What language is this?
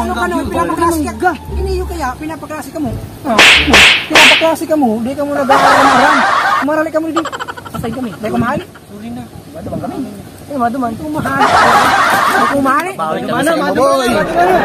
Bikol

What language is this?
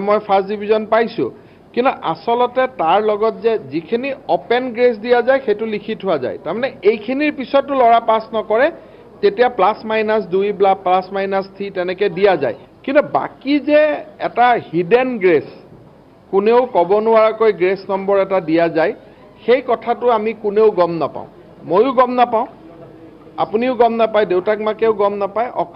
Assamese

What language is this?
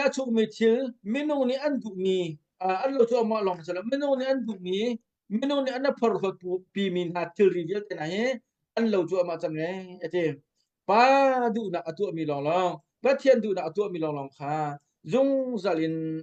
Hakha Chin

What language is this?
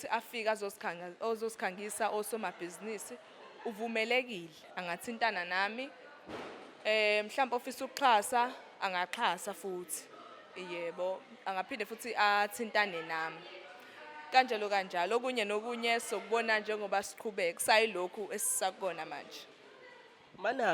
Zulu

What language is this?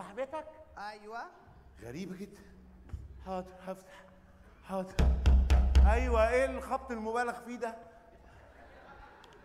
Egyptian Arabic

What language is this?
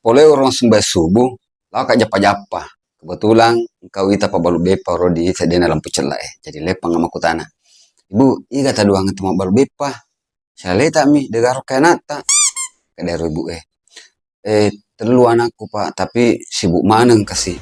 Buginese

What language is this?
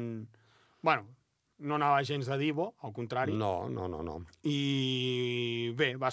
Catalan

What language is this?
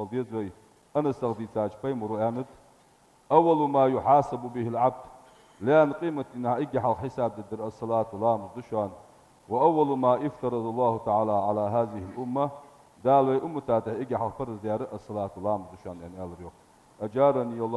Ingush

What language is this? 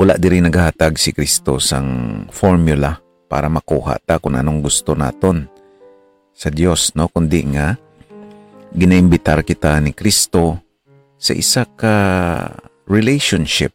Hiligaynon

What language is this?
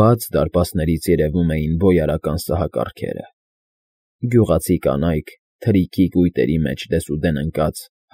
Armenian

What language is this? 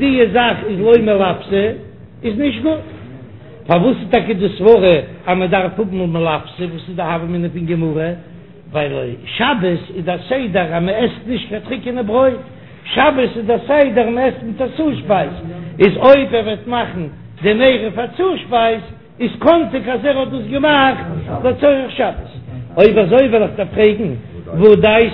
Yiddish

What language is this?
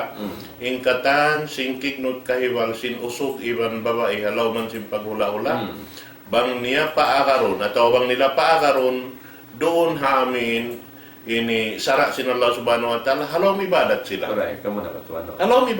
Tausug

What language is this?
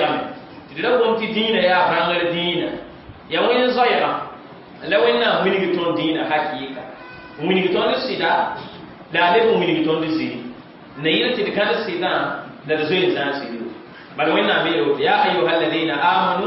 Mossi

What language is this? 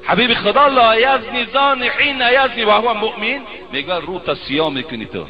Tajik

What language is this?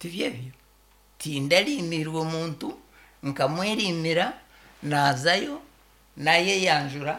Nyankole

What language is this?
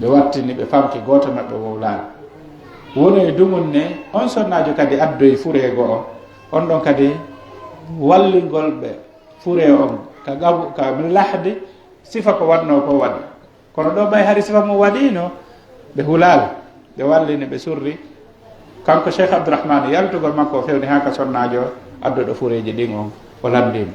Pular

